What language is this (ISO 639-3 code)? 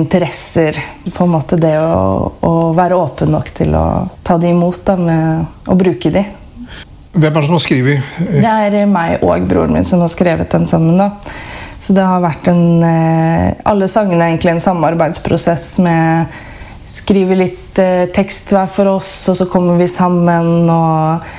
nor